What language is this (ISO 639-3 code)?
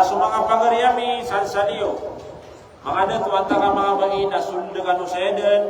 mrw